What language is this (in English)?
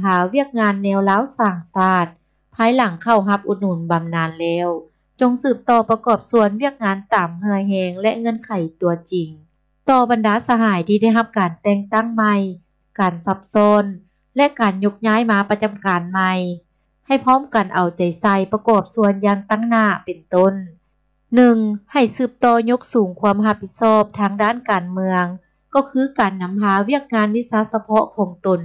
Lao